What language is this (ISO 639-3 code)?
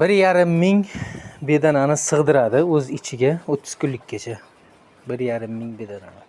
uzb